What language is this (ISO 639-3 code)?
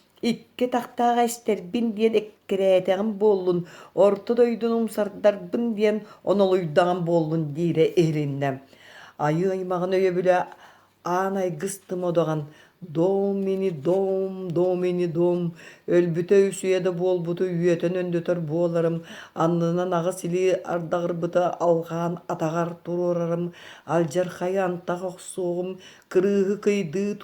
sah